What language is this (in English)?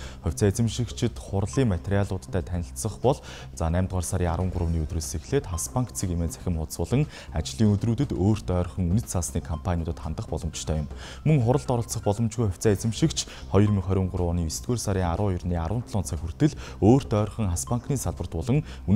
Mongolian